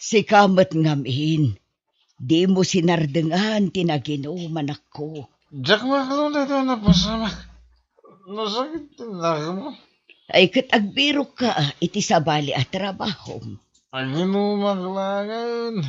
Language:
Iloko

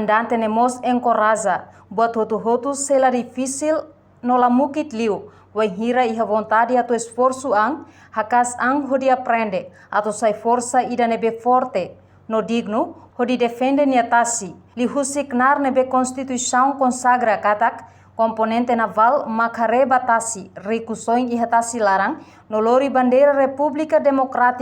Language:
Tetum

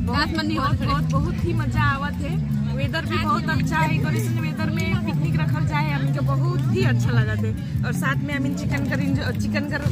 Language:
Sadri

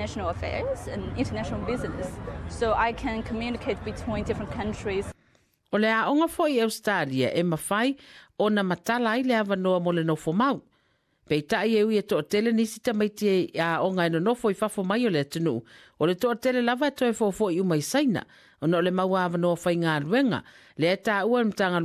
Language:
Samoan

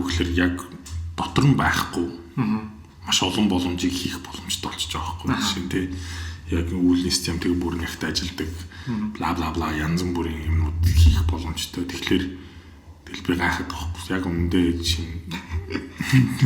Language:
Mongolian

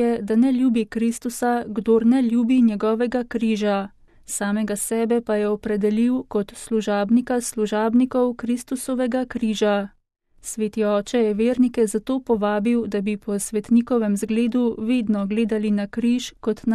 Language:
Slovenian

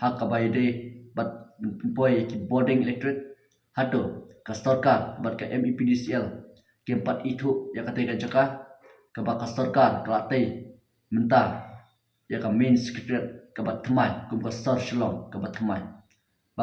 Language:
Khasi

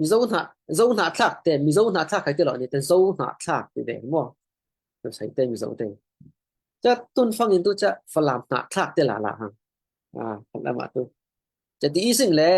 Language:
Falam Chin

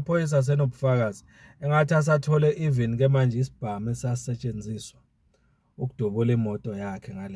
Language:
Zulu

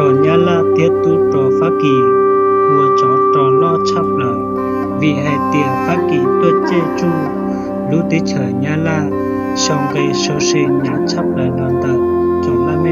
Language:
Hmong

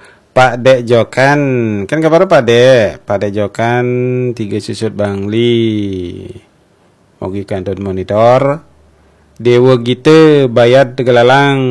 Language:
Balinese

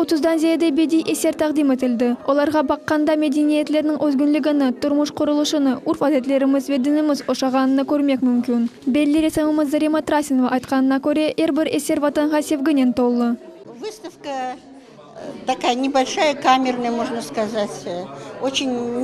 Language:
Crimean Tatar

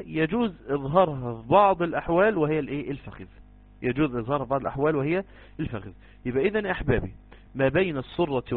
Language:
Egyptian Arabic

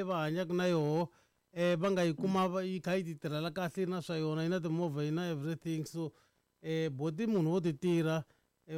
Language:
Tsonga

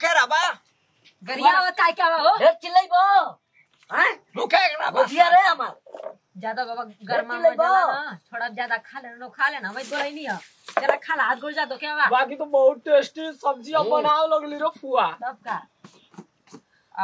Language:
Bhojpuri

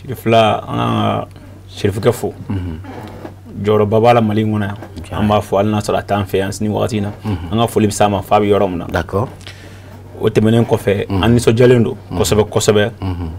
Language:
Bambara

